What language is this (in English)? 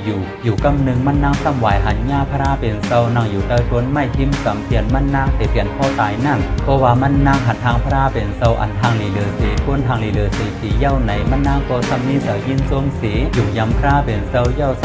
Shan